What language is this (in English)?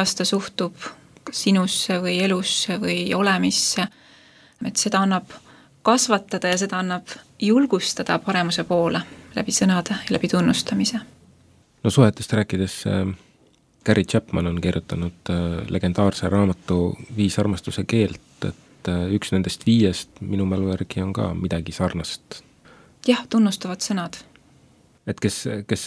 Estonian